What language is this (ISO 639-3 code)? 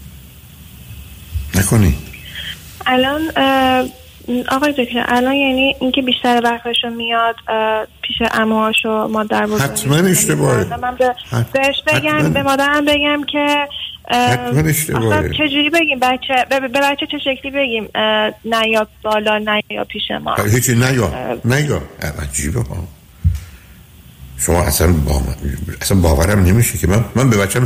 fas